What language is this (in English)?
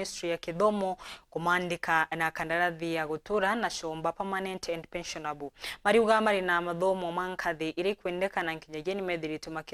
Meru